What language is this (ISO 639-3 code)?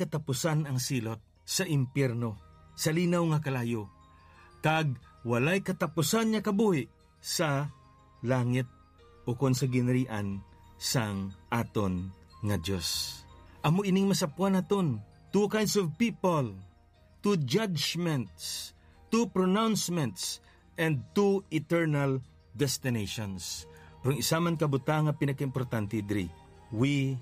hil